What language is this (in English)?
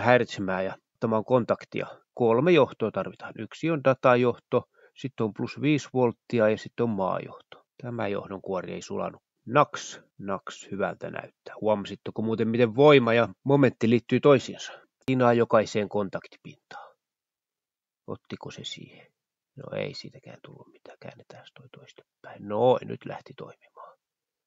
Finnish